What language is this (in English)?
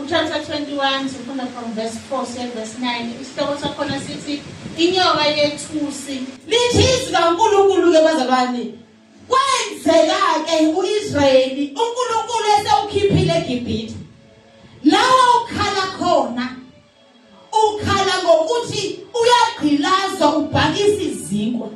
Zulu